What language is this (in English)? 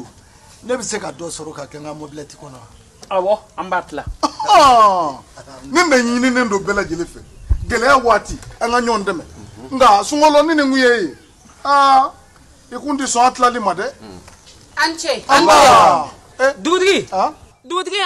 Bambara